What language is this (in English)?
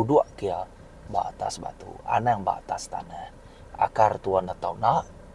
Iban